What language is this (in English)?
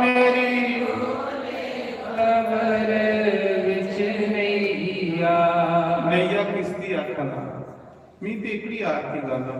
Dogri